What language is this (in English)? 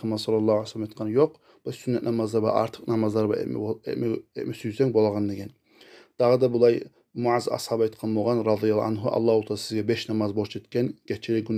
Kumyk